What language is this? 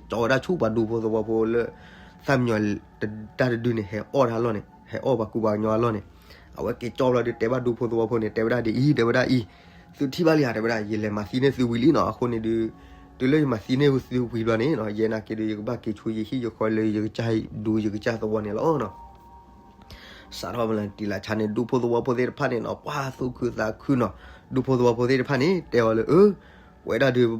S'gaw Karen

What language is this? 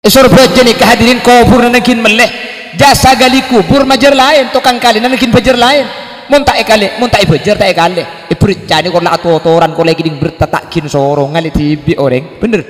Madurese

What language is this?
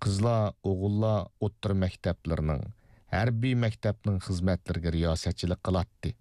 Uyghur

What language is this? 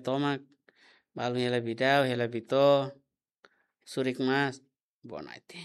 Tetum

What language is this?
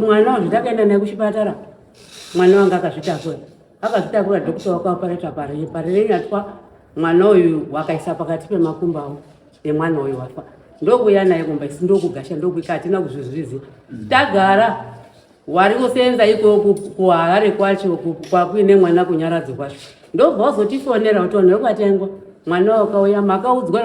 Shona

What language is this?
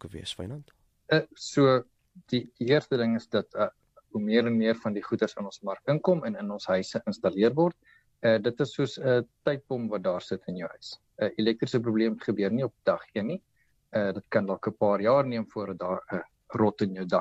Afrikaans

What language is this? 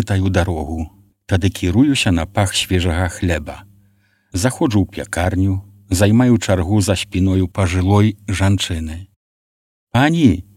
Belarusian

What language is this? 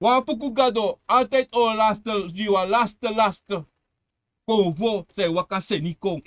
Sranan Tongo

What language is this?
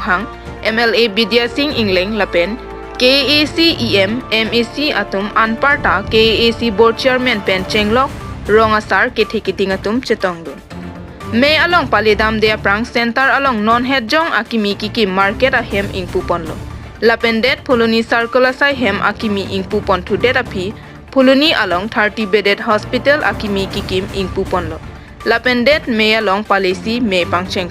Karbi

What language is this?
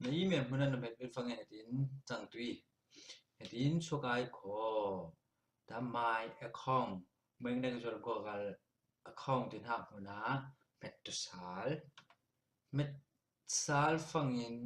Falam Chin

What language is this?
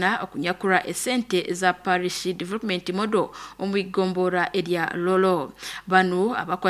Nyankole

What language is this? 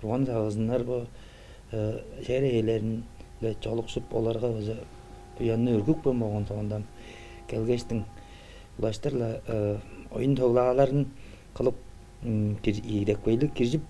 Tuvinian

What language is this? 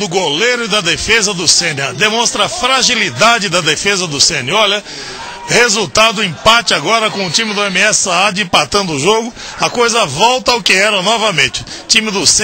Portuguese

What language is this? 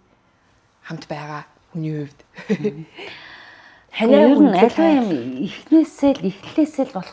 Mongolian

